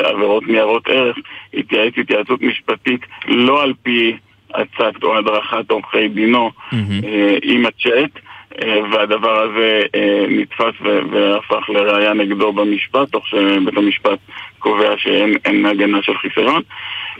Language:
Hebrew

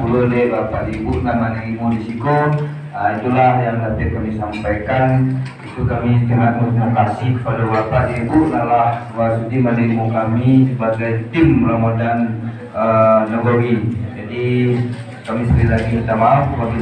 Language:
Minangkabau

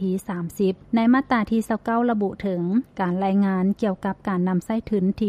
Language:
Lao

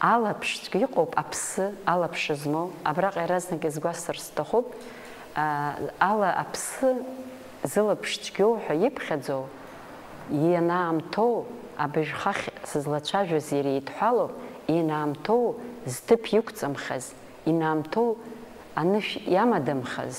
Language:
Abkhazian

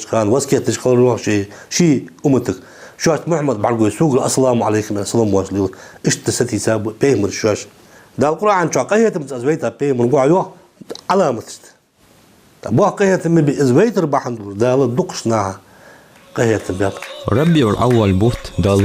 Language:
Ingush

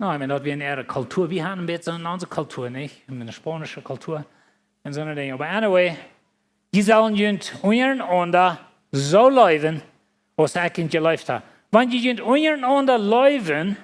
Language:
Plautdietsch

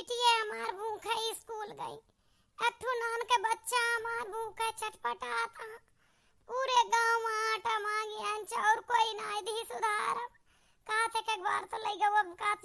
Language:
Awadhi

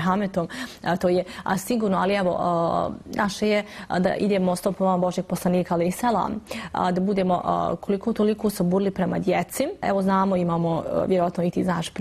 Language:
Bosnian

